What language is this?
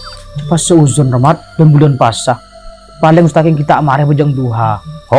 Madurese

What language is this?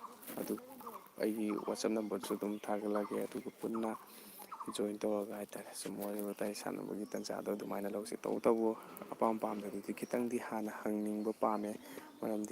Manipuri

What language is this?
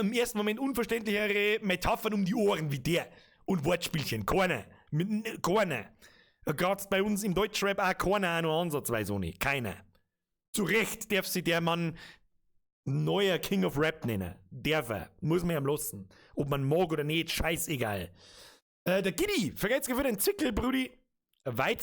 Bavarian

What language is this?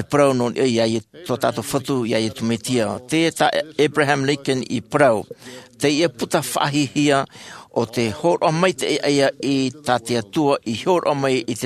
Tahitian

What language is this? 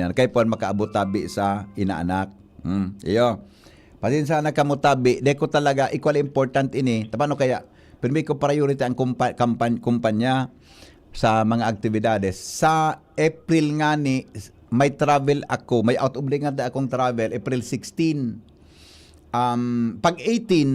Bikol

